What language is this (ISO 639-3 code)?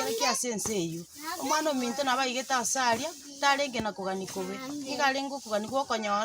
guz